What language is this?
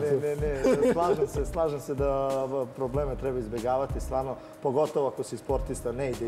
Serbian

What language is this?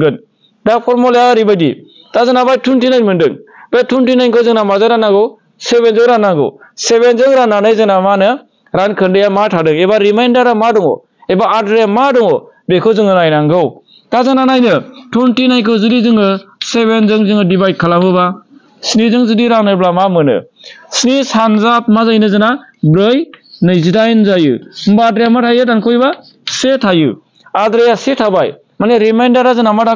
Bodo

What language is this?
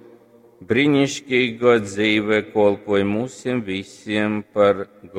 Latgalian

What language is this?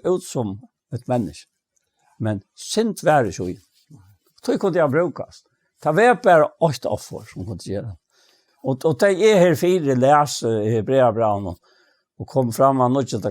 Faroese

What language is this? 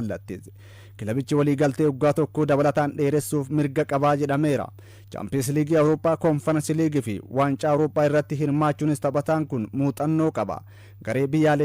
Oromo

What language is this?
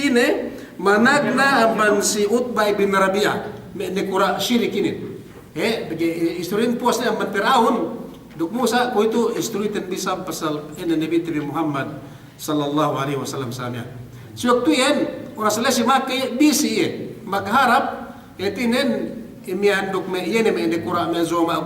Yakan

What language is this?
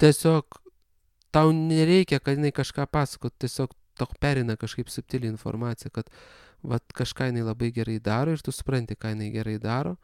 Lithuanian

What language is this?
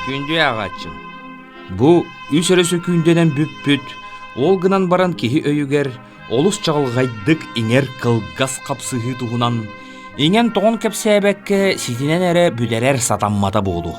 Yakut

